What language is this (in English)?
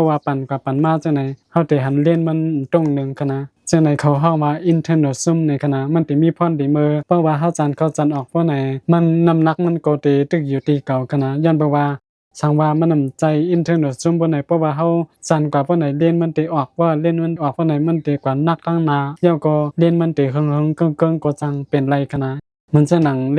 Shan